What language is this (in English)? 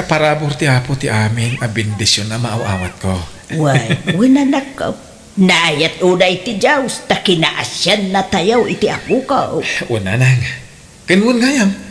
Iloko